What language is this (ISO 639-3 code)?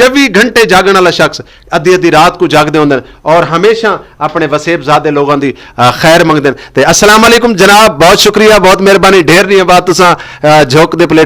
skr